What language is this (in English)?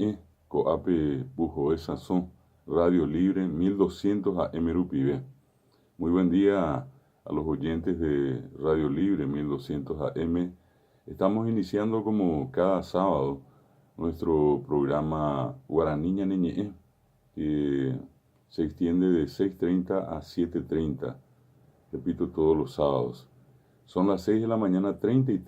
Guarani